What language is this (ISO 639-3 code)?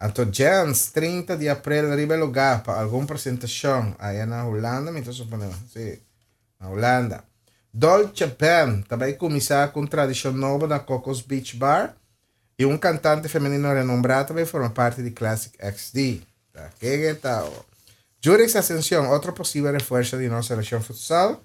pap